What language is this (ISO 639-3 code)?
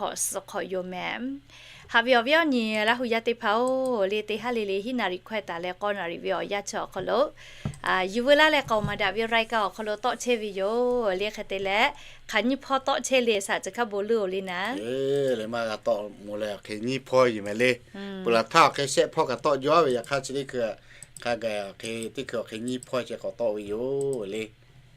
lhu